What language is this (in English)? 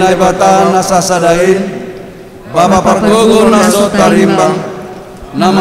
Batak Simalungun